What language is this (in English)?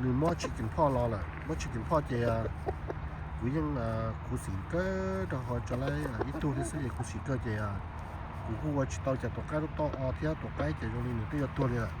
Hmong